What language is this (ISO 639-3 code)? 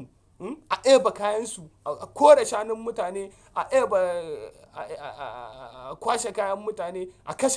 hau